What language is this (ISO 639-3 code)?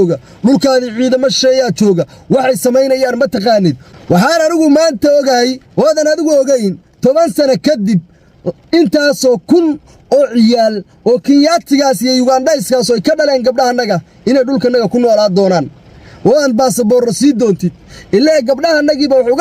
som